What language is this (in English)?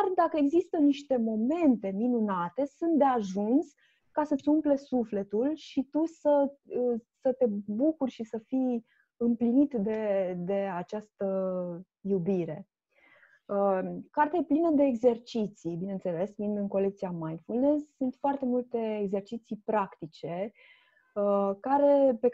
Romanian